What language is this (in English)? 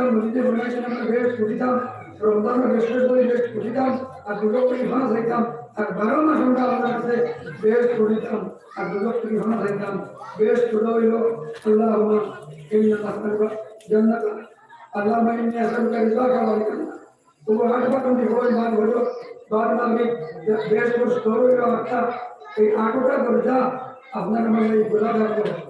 Sylheti